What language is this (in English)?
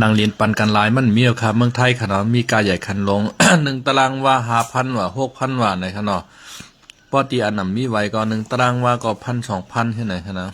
Shan